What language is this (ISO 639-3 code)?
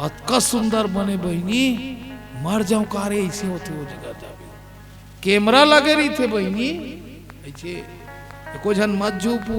hne